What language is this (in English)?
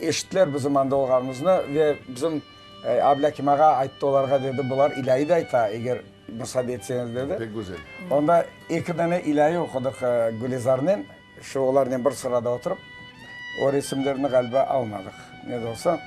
Crimean Tatar